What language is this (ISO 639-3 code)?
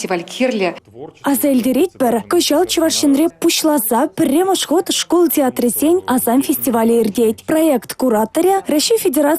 chv